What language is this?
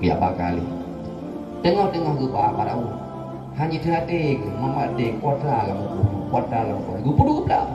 Achinese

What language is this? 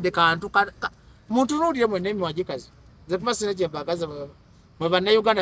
Ganda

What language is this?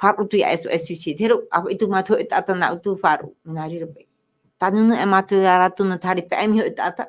Tahitian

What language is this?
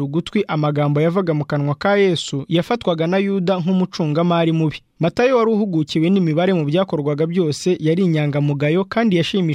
Kinyarwanda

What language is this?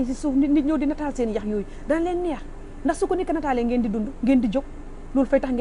Wolof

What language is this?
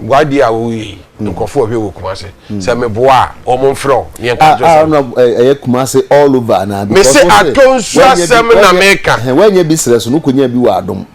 Akan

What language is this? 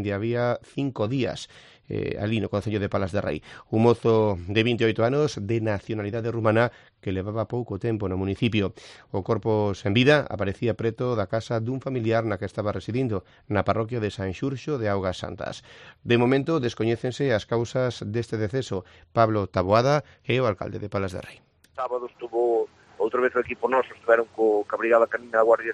Galician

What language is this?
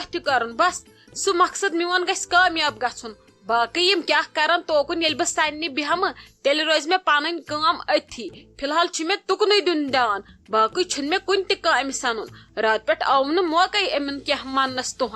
Kashmiri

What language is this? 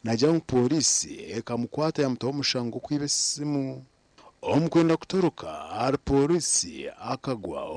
Nyankole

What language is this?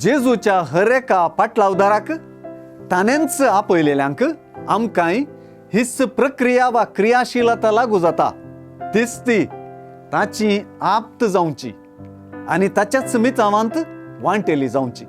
Konkani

